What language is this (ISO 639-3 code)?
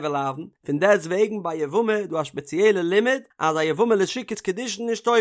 yid